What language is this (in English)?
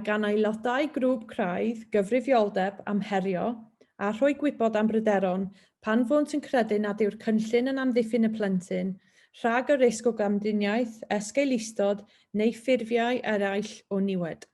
Welsh